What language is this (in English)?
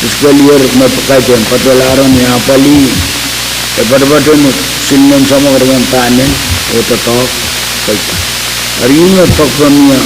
Pohnpeian